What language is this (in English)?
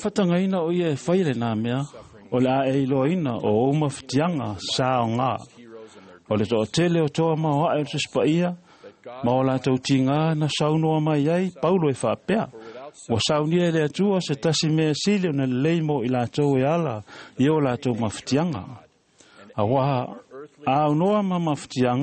Samoan